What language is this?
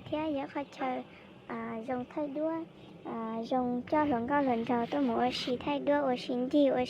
Hmong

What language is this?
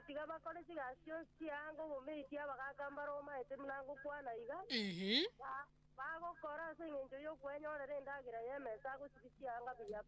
Gusii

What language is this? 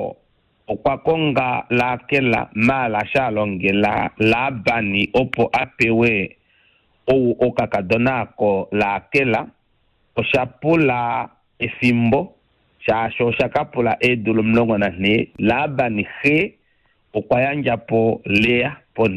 Kuanyama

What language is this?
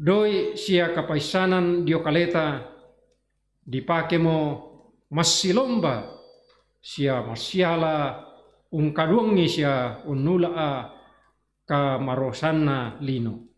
Toraja-Sa'dan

